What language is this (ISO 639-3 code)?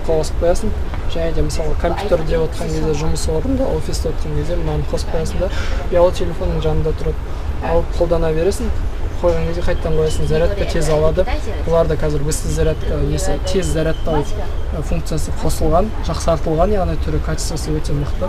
kaz